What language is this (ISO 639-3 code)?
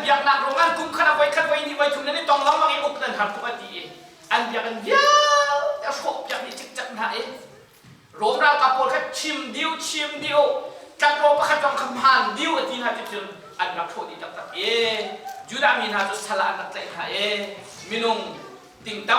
cnh